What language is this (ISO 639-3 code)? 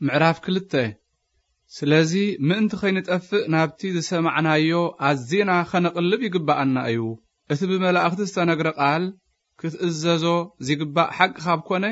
tir